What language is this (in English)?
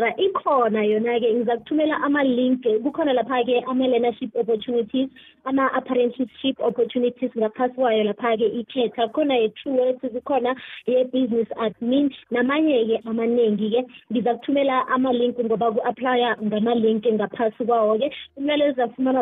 South Ndebele